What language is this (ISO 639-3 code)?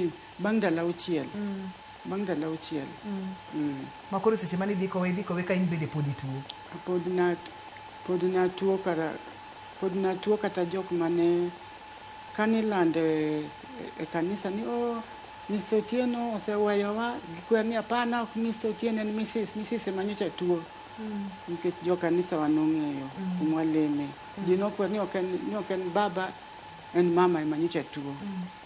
luo